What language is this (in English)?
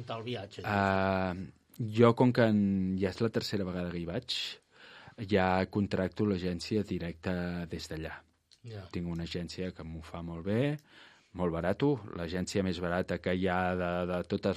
Catalan